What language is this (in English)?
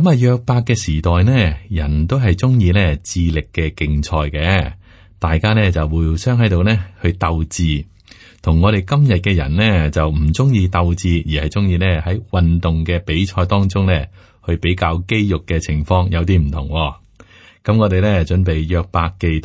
Cantonese